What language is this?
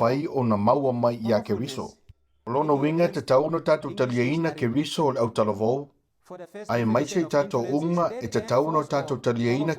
Samoan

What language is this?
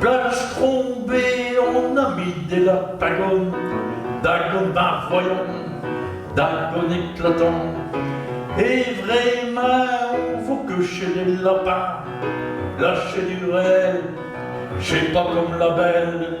Picard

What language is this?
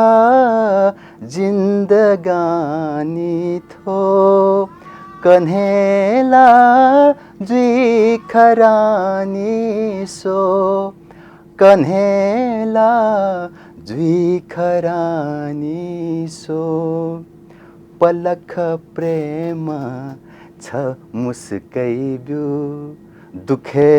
Newari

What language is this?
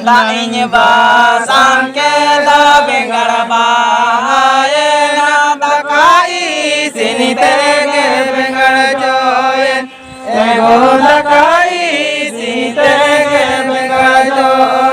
Santali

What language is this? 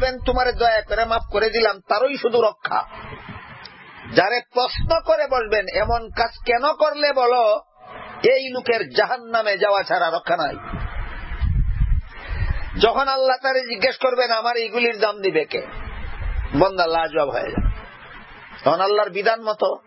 Bangla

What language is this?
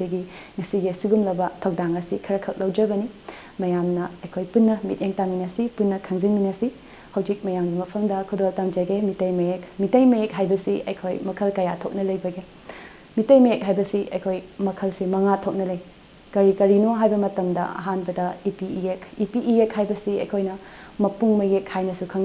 Manipuri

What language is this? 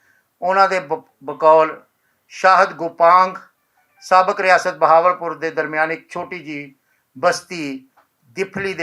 Western Panjabi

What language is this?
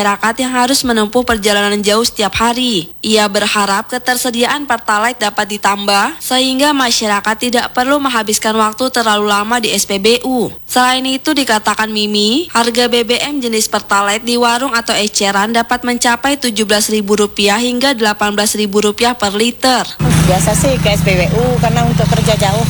Indonesian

